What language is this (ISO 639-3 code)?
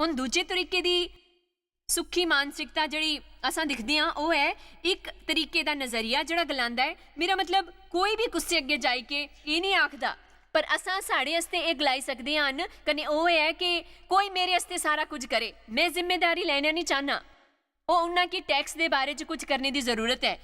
doi